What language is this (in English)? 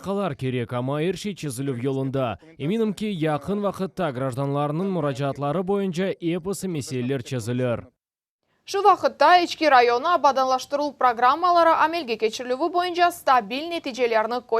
Crimean Tatar